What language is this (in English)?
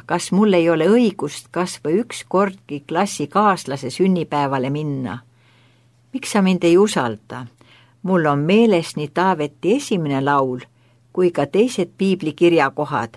Estonian